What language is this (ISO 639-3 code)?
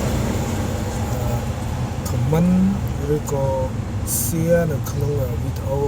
khm